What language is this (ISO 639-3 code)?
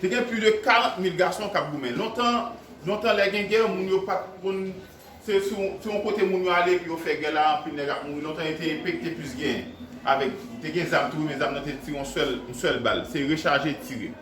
hat